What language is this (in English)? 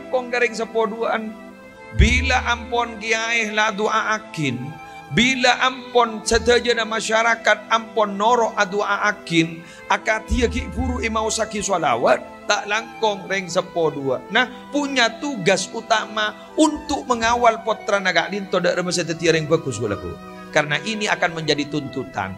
Madurese